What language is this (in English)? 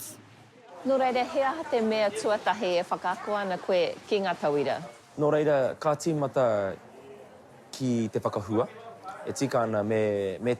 Māori